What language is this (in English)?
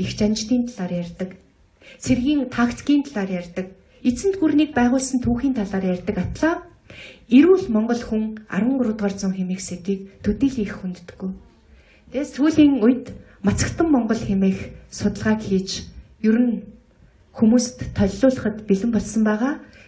Mongolian